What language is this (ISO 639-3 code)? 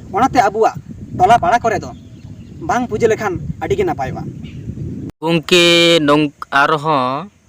sat